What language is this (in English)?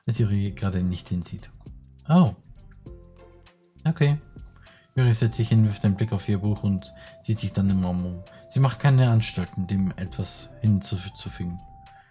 German